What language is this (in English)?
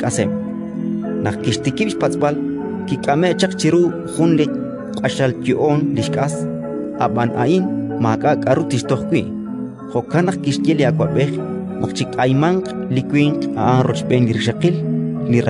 Kekchí